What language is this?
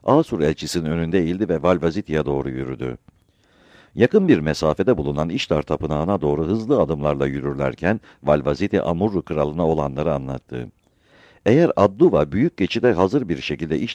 Turkish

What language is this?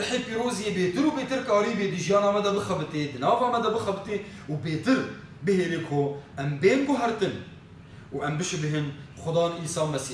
Kurdish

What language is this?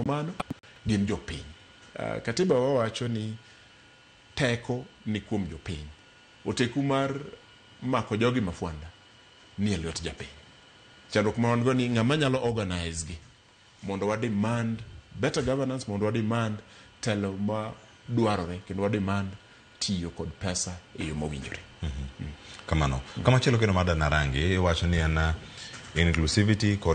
Luo (Kenya and Tanzania)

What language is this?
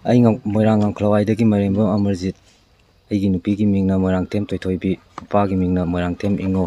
Manipuri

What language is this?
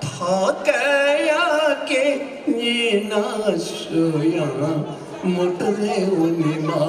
Newari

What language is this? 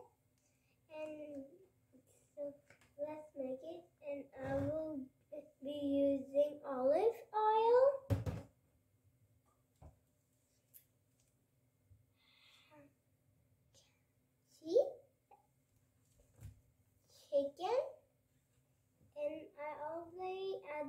English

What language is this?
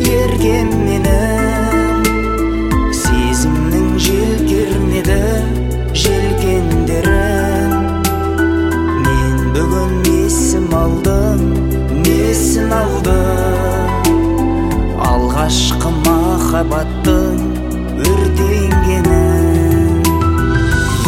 Kazakh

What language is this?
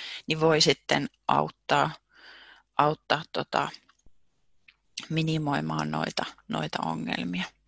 Finnish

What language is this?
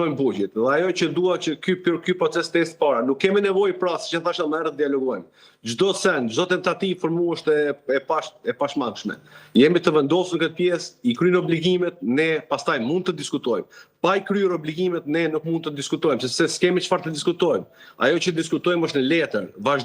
Albanian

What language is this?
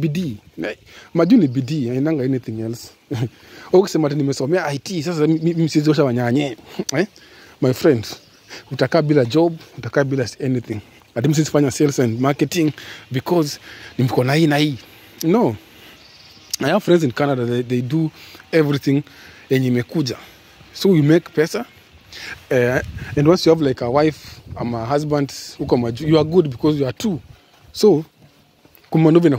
Swahili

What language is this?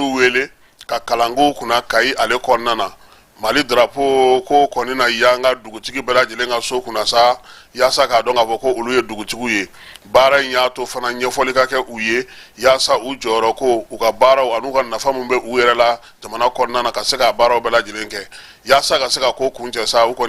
Bambara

